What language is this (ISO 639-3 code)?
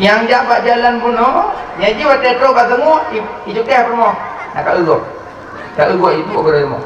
ace